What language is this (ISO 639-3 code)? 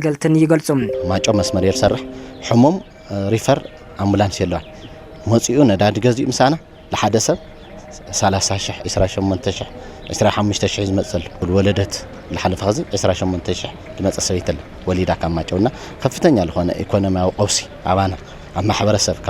tir